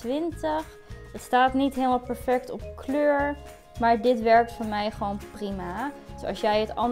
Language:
Dutch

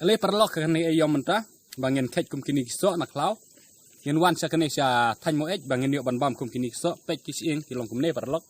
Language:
Khasi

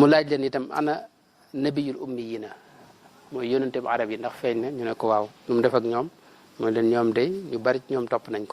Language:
Wolof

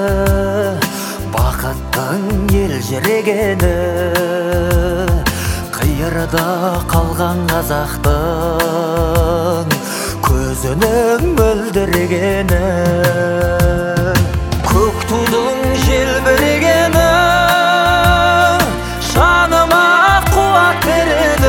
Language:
Kazakh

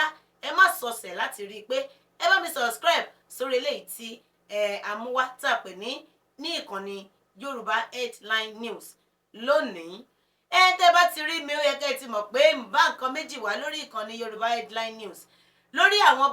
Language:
Yoruba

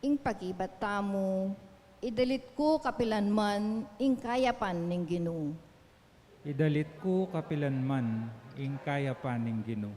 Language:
Pampanga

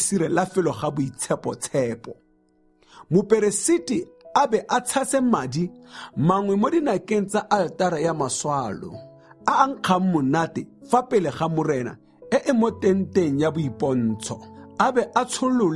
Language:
Tswana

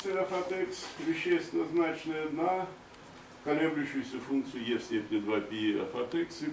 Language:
Russian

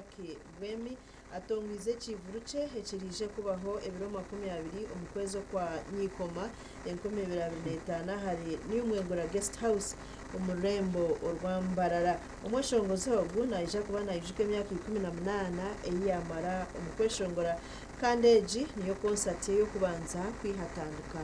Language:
Nyankole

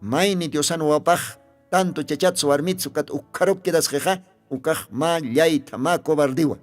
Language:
Aymara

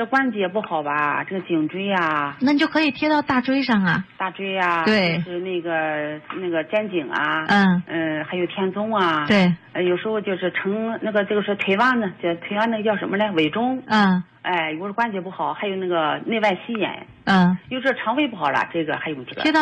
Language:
Chinese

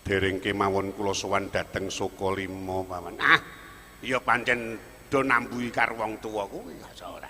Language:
Javanese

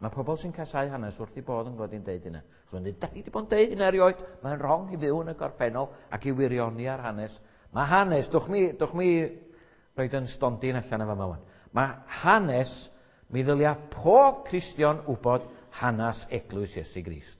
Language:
Welsh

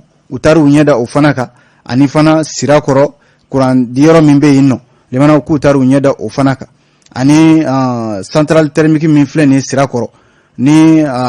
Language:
Bambara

